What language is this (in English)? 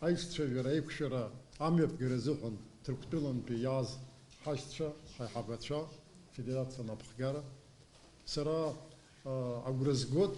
Abkhazian